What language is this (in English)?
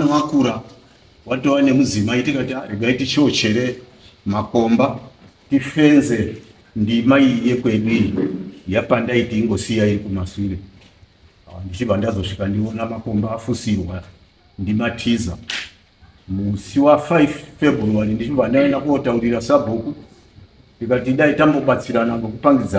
Shona